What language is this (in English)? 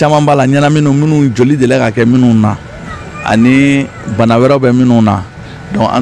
Bambara